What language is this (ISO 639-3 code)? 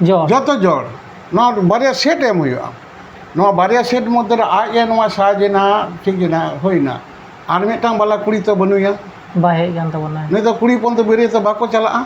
sat